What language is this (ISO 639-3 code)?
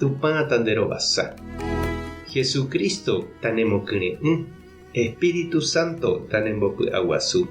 grn